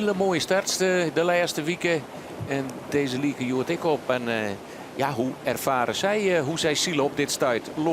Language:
Western Frisian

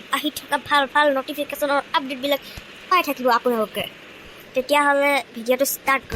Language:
Assamese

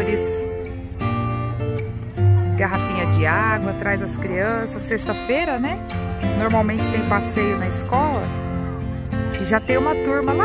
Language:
Portuguese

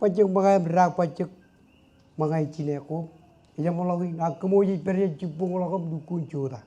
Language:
Marshallese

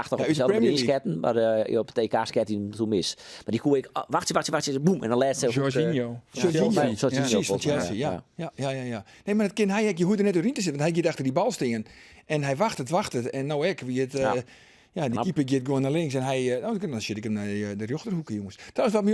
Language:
Western Frisian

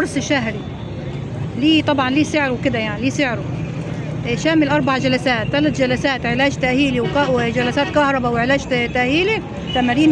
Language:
Egyptian Arabic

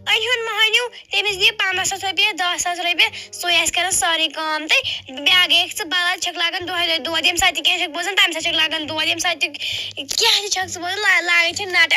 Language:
Kashmiri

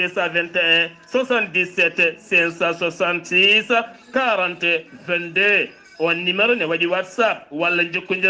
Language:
Fula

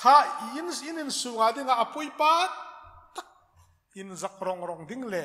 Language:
Hmar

